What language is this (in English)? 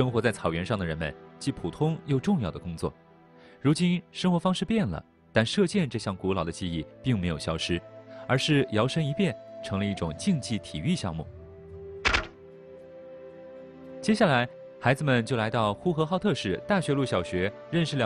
Chinese